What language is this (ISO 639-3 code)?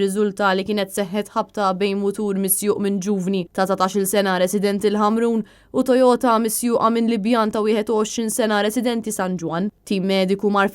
mlt